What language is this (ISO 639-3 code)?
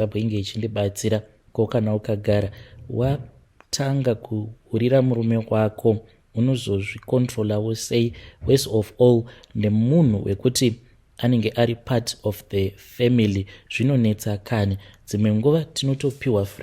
sna